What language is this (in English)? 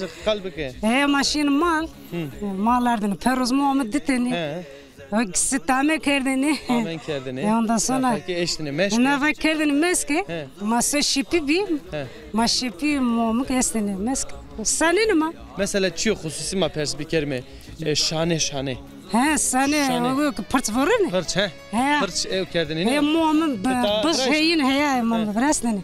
Zaza